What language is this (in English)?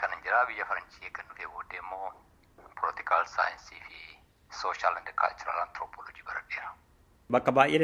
Oromo